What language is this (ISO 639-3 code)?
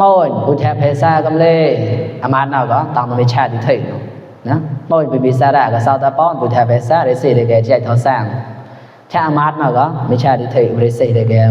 mnw